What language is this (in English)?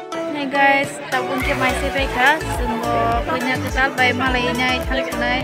Kok Borok